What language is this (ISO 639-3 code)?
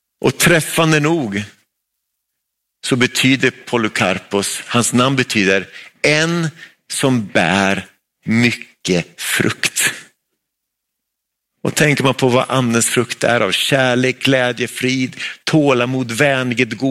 swe